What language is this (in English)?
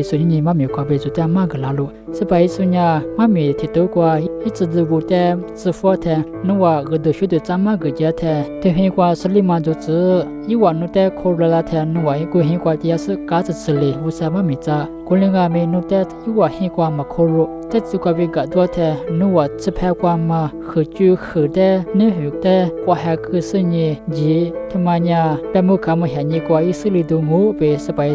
Lisu